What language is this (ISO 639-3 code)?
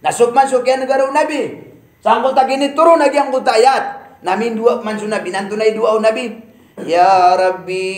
mrw